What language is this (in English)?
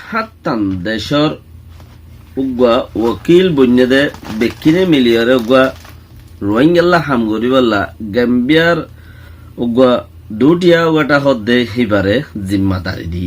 Rohingya